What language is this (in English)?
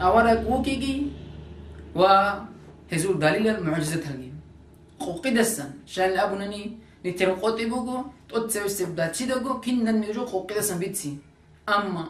Avaric